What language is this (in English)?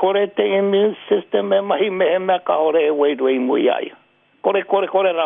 Māori